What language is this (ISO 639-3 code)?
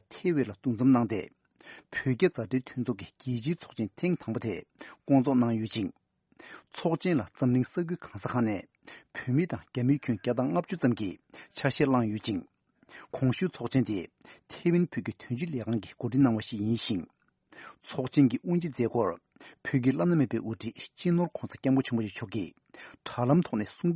bod